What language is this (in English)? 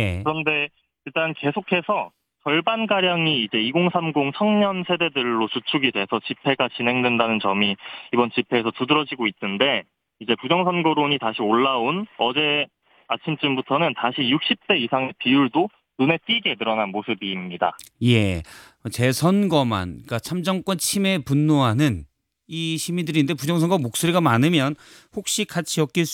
Korean